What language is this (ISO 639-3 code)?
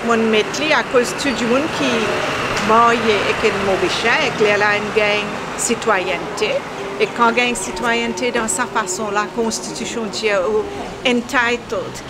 mfe